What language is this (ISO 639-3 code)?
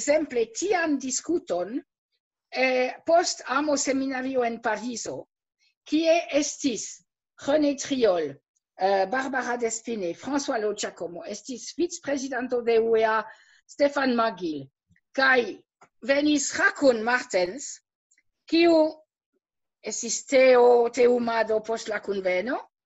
epo